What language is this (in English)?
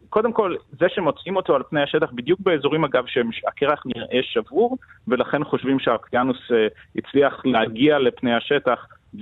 Hebrew